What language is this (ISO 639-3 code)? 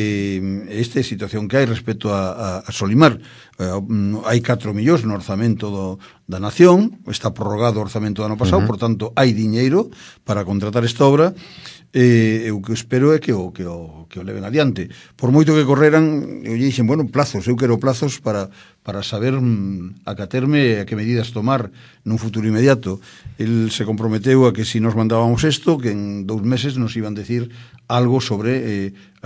glg